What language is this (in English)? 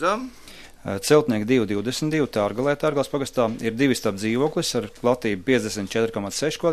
Latvian